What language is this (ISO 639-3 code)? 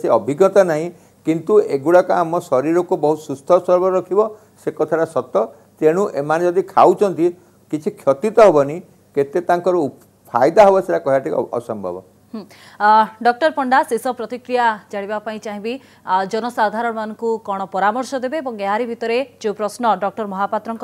ori